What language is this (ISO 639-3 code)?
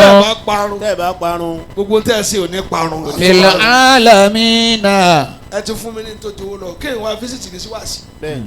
yor